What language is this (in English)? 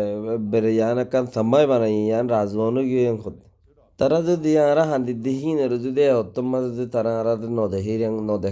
Rohingya